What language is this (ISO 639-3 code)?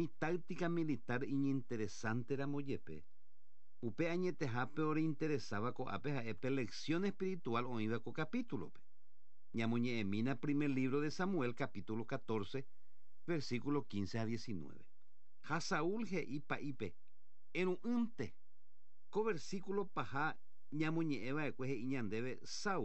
grn